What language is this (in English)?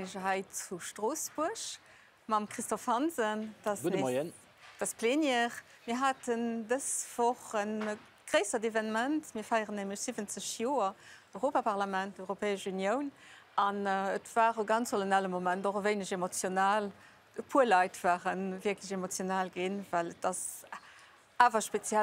Luxembourgish